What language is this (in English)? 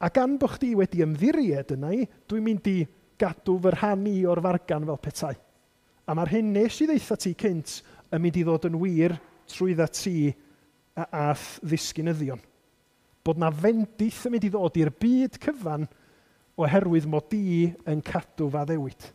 Welsh